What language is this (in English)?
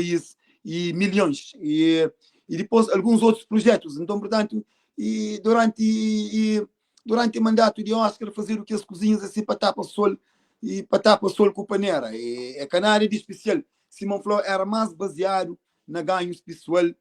Kabuverdianu